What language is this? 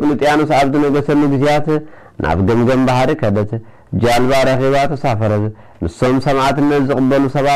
Tigrinya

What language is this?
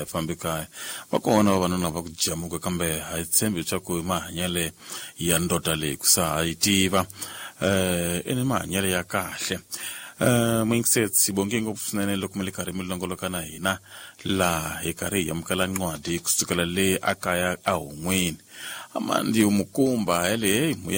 Tsonga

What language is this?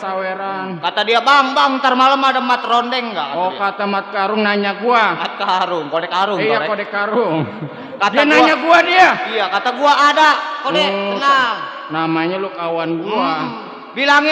Betawi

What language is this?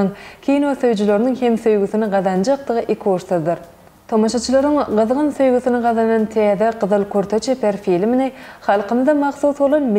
Turkmen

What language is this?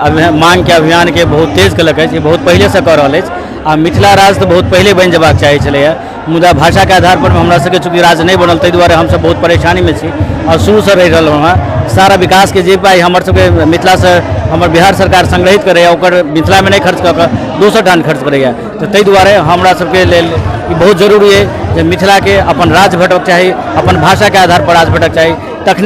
Maithili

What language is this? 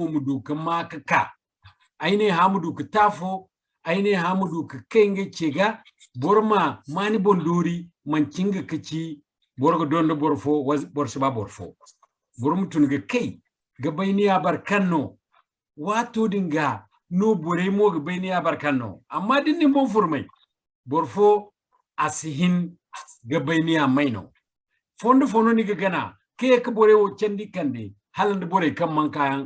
Zarma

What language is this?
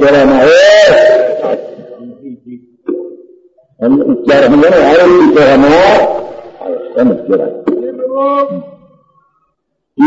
Gujarati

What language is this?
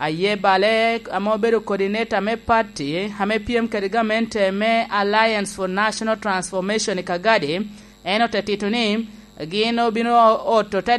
Lango (Uganda)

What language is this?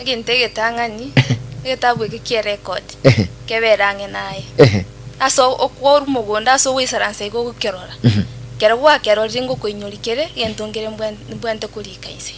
Gusii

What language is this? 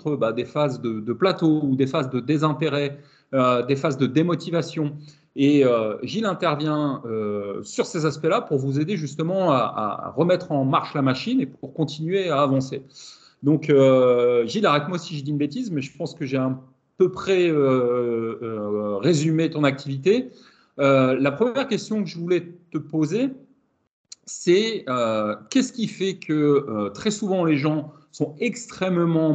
French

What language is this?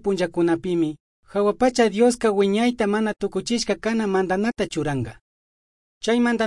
Chimborazo Highland Quichua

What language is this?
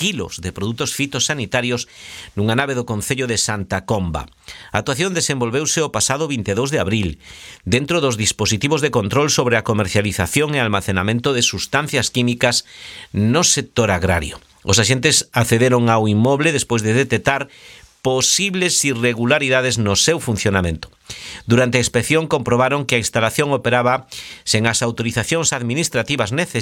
Galician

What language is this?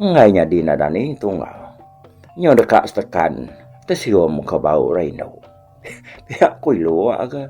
Iban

